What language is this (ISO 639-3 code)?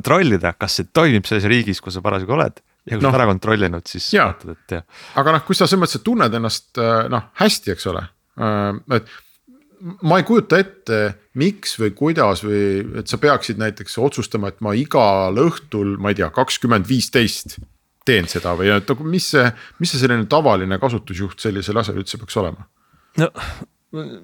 est